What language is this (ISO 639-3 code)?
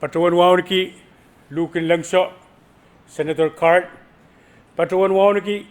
pon